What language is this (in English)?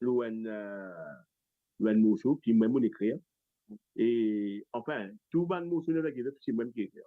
Morisyen